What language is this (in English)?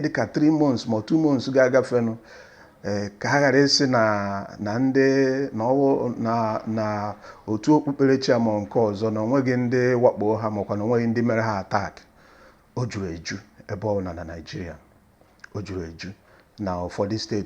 Igbo